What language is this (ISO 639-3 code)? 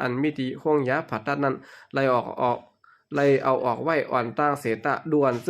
shn